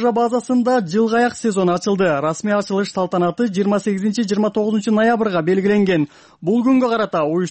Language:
Kyrgyz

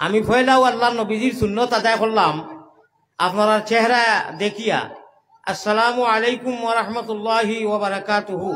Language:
Sylheti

